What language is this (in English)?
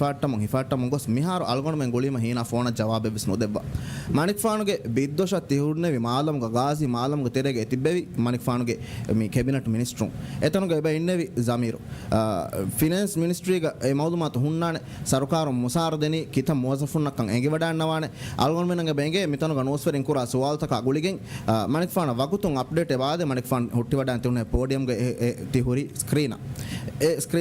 Divehi